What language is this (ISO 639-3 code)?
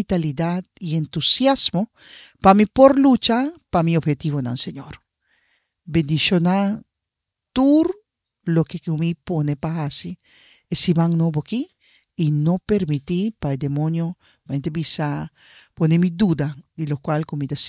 pap